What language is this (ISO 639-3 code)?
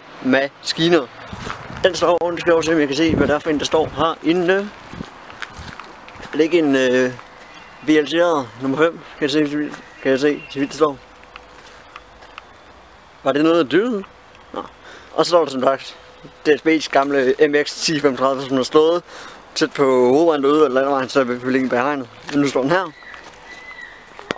dan